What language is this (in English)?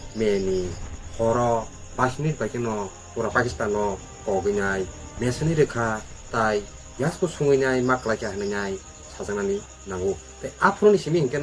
Kok Borok